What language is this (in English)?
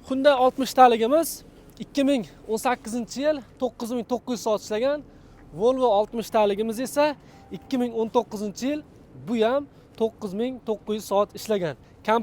Uzbek